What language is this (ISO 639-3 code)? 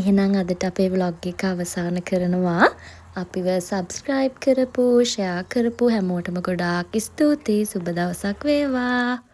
sin